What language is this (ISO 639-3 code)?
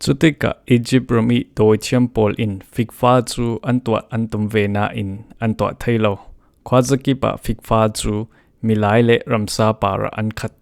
cfm